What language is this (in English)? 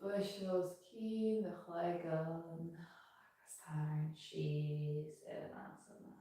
Irish